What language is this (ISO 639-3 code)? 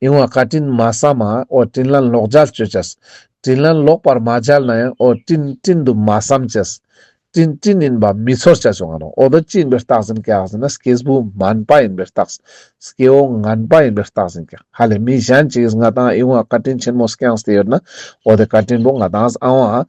lbj